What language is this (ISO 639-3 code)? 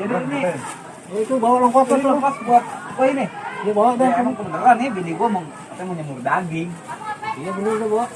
bew